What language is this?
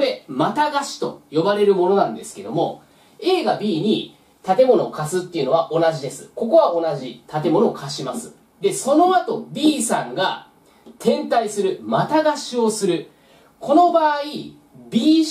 Japanese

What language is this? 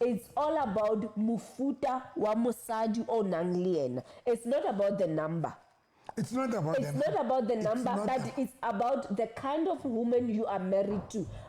Southern Sotho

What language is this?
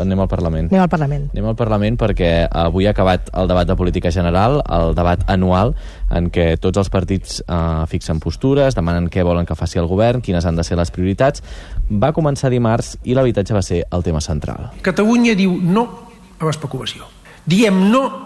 Catalan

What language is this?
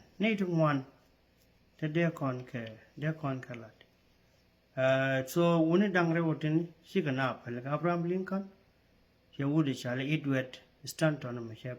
Nuer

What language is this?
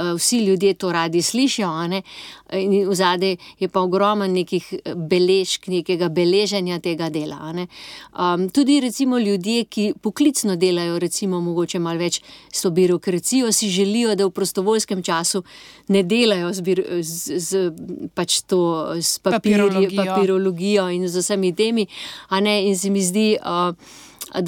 Slovenian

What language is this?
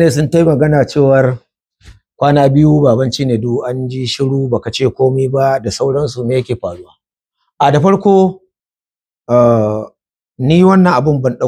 Hausa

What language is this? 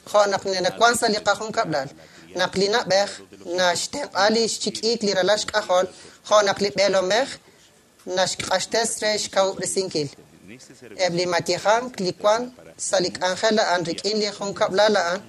Kekchí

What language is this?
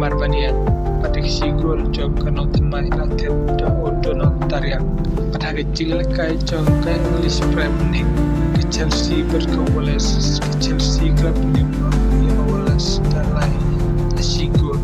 Khasi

